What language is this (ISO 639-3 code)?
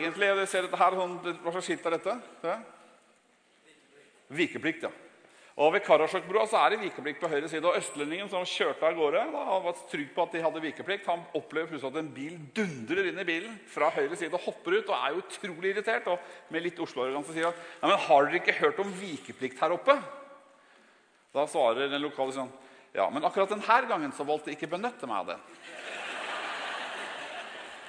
nor